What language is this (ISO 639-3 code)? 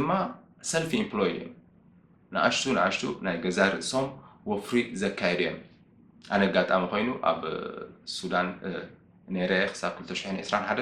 tir